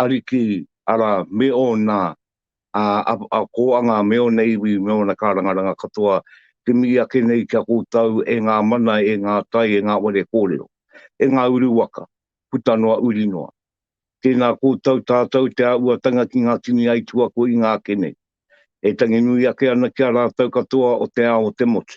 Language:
Māori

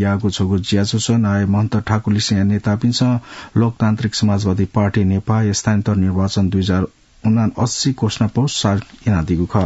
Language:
Newari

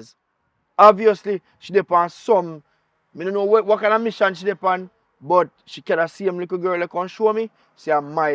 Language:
Jamaican Creole English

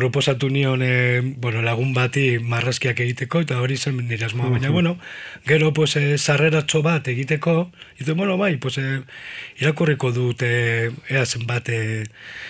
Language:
Basque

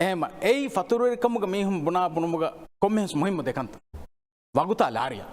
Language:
Divehi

